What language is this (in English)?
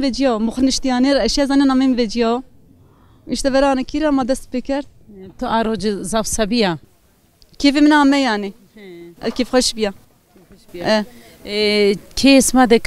Zaza